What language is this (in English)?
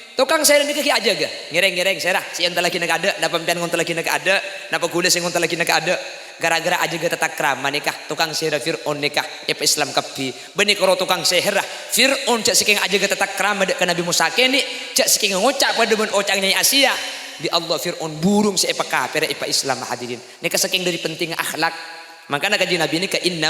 Madurese